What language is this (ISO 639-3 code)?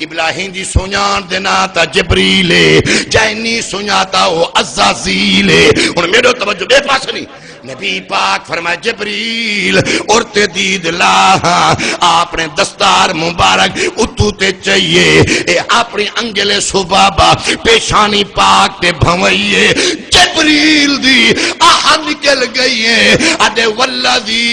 skr